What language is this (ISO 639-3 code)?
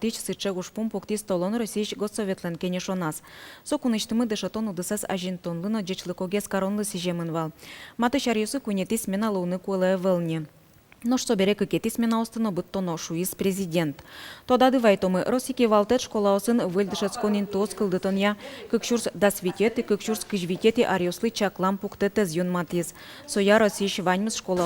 udm